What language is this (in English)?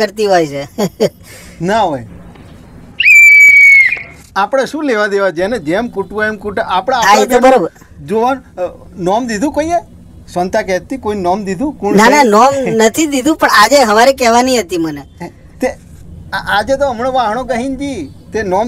Gujarati